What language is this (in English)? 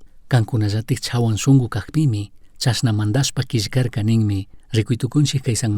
Chimborazo Highland Quichua